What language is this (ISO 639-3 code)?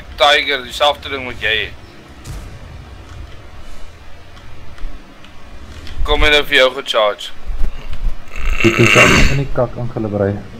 afr